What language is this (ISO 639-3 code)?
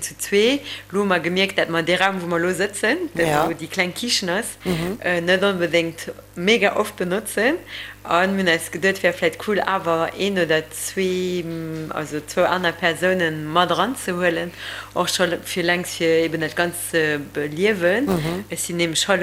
ltz